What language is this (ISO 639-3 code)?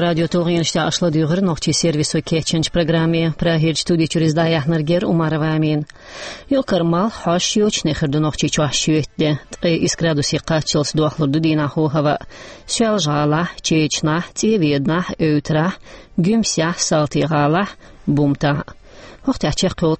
che